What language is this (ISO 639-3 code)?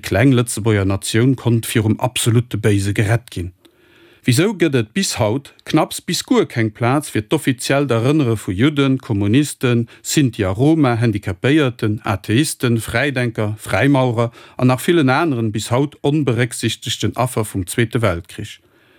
ltz